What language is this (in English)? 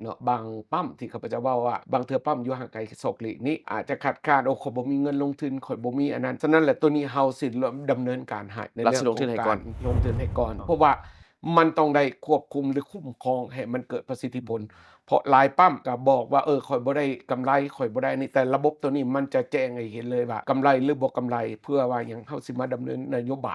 Lao